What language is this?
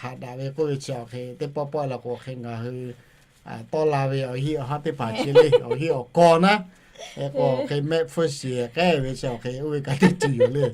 Lahu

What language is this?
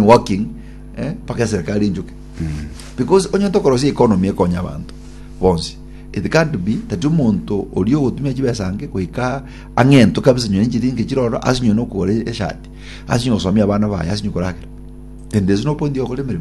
Gusii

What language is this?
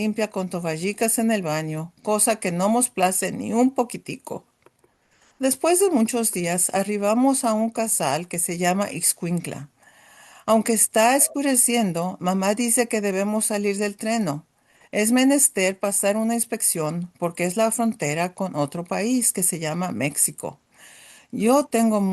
Ladino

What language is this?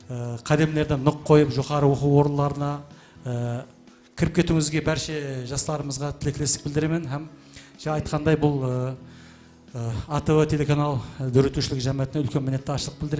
Kara-Kalpak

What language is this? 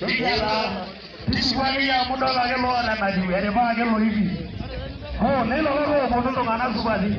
Masai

